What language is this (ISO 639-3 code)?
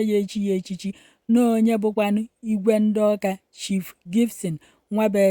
ibo